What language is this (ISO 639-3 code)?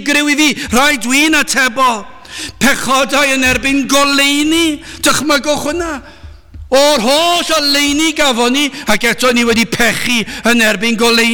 cym